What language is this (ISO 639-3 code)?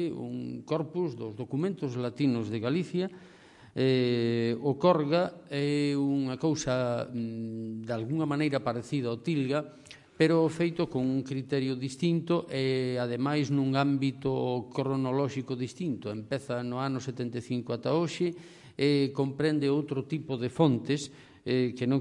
glg